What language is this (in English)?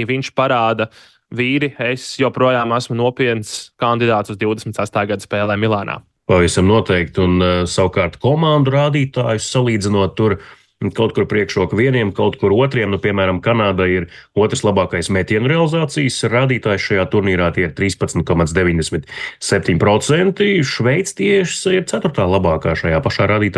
Latvian